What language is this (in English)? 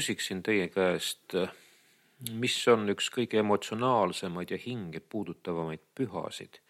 Estonian